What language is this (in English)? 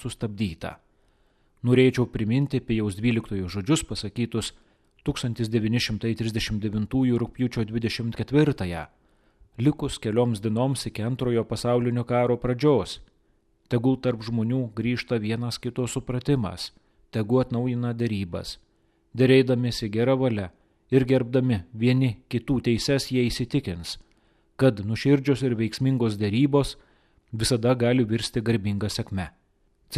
Lithuanian